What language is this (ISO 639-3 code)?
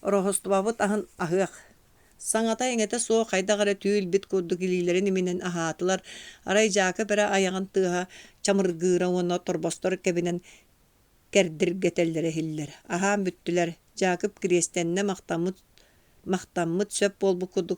sah